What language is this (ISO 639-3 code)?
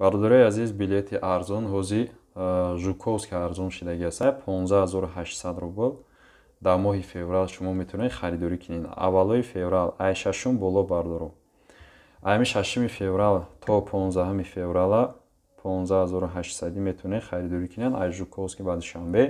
tgk